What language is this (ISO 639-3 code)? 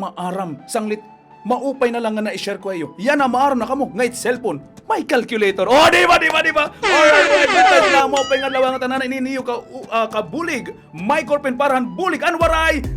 war